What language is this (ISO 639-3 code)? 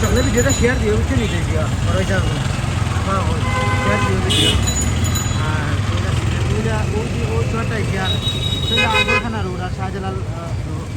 syl